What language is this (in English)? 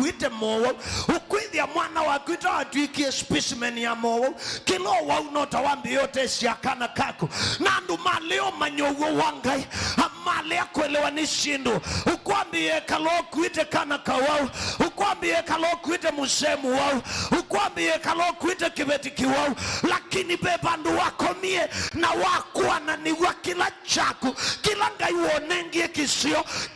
Kamba